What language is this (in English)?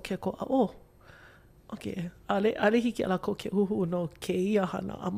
Hawaiian